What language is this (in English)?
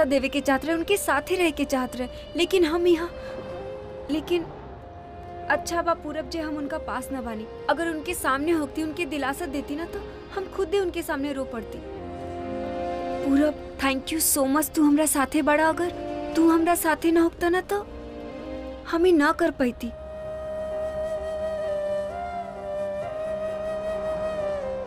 Bhojpuri